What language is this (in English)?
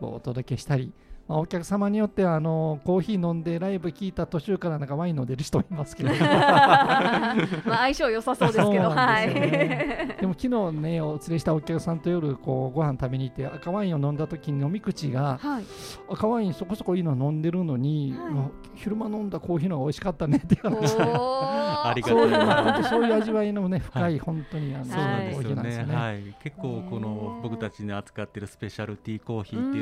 Japanese